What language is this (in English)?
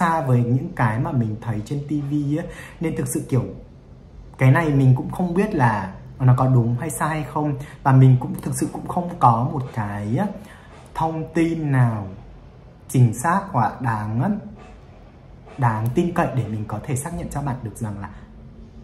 Vietnamese